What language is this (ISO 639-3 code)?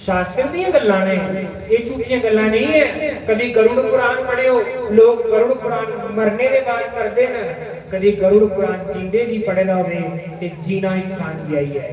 doi